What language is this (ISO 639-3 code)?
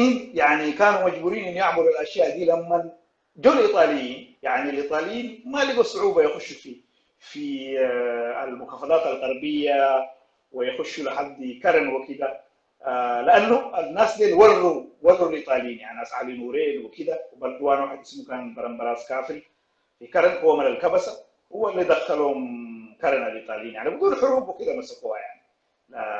apd